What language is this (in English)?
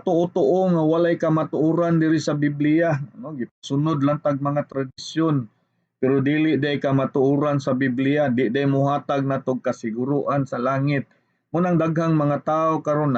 Cebuano